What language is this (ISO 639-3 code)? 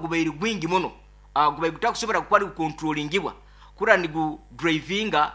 nyo